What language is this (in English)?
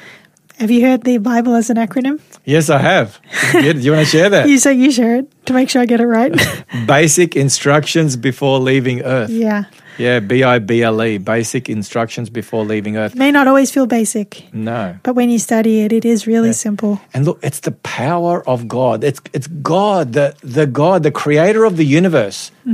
English